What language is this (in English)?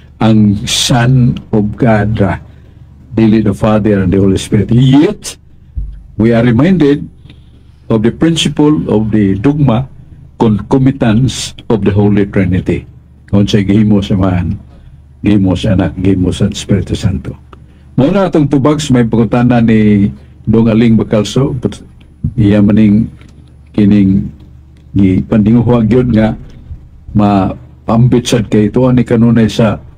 Cebuano